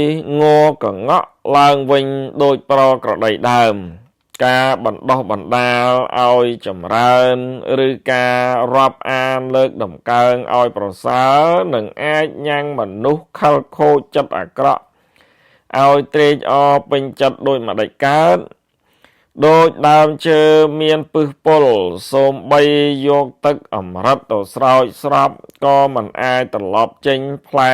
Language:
Khmer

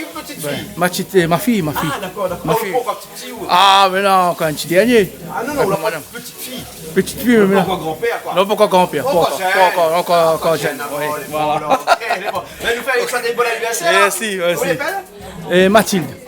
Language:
Réunion Creole French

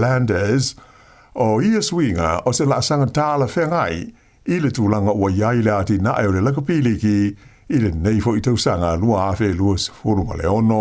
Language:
Samoan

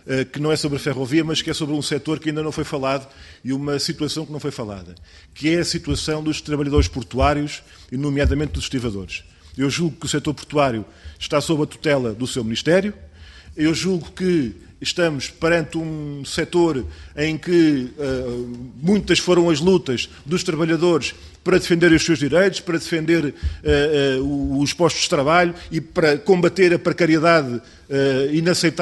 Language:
Portuguese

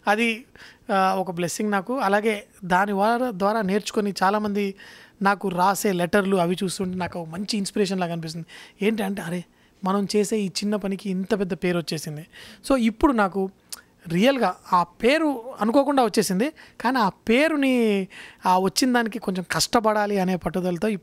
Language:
Telugu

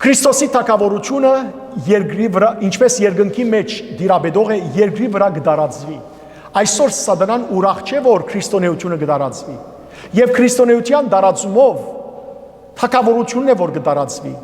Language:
Western Armenian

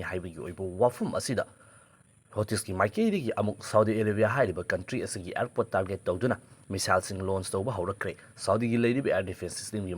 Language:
Manipuri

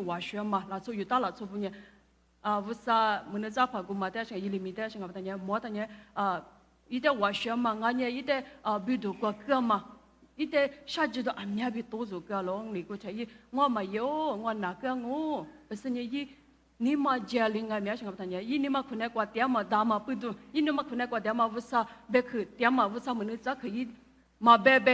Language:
Lisu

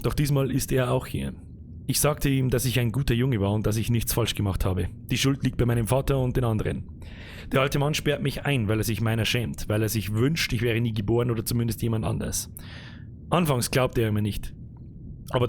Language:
Bavarian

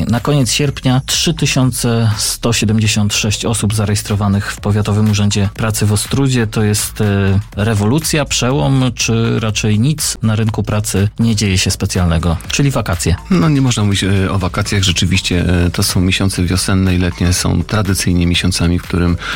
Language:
Polish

